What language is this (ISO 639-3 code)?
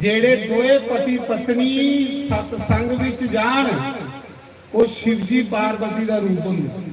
doi